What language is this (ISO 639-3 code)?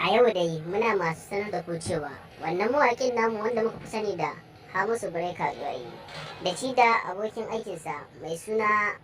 hau